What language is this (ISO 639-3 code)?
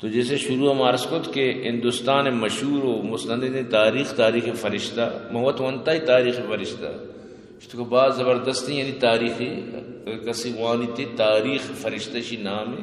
bgp